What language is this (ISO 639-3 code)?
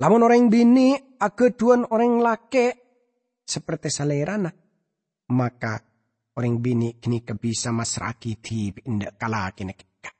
mad